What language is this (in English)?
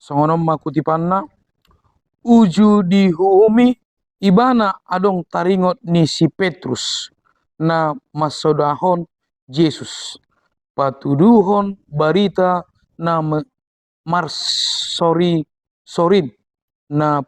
Batak Toba